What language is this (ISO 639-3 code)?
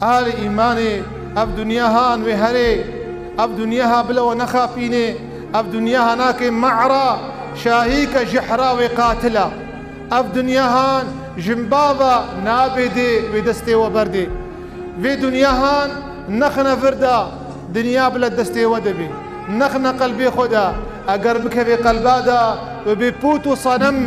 kur